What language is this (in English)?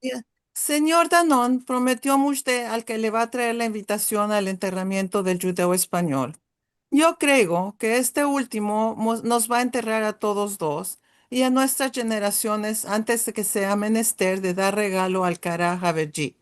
Ladino